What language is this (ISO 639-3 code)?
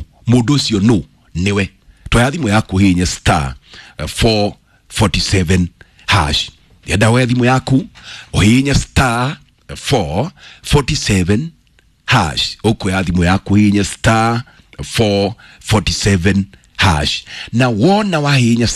kik